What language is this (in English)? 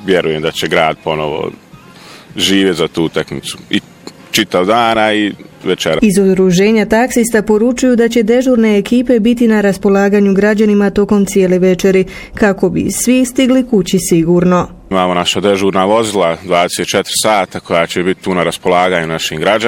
Bosnian